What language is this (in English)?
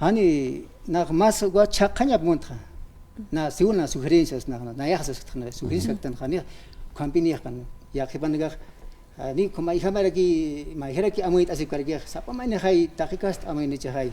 Aymara